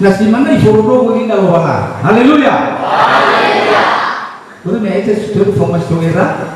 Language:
Nias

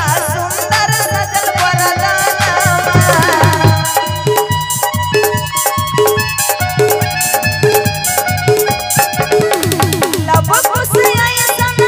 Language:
Bhojpuri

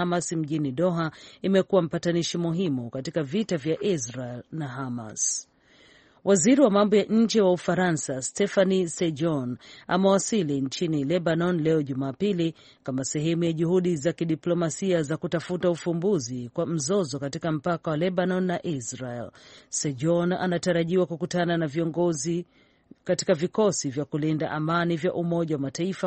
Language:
Swahili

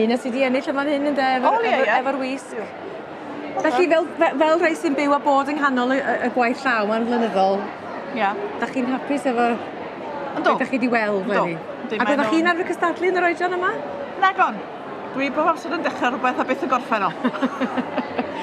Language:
Welsh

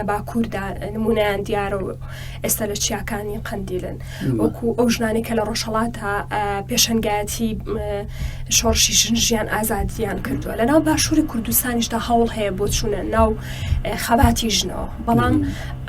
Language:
Central Kurdish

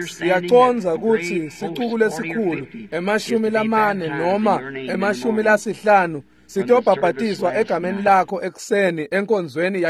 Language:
Swati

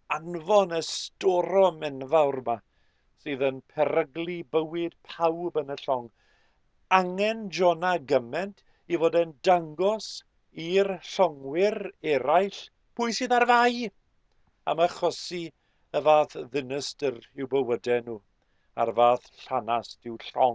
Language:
Welsh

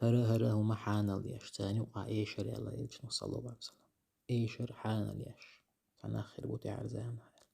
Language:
Chechen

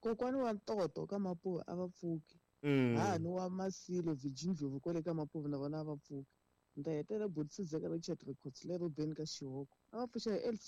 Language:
Tsonga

